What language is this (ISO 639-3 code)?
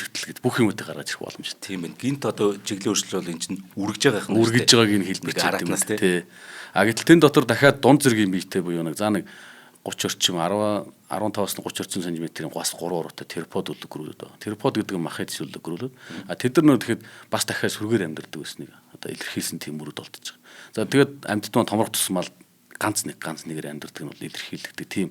mon